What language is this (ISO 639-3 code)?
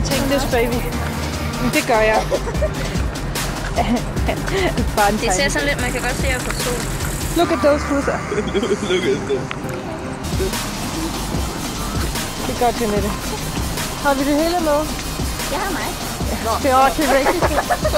dan